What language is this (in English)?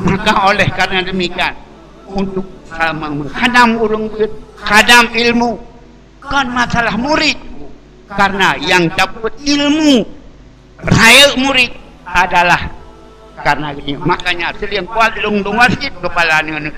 Achinese